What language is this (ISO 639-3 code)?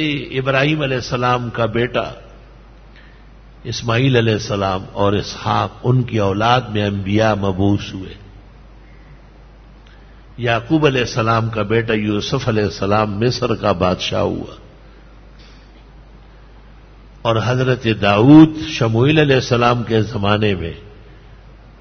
urd